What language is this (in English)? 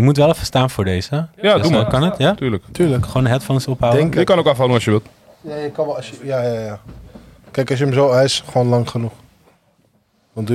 Dutch